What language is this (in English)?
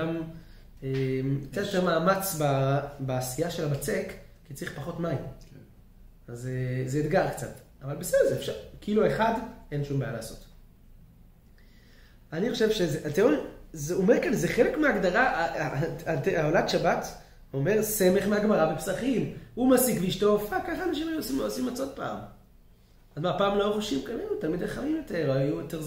Hebrew